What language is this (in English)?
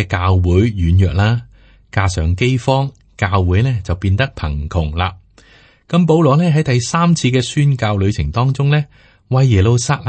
Cantonese